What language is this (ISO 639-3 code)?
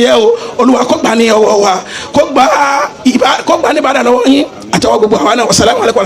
yor